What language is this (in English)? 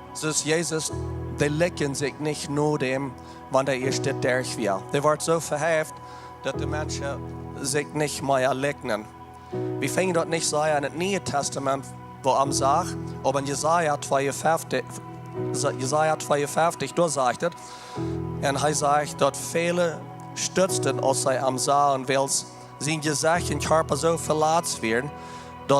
Plautdietsch